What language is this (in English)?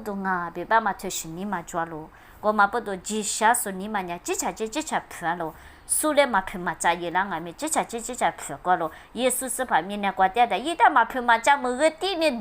Lisu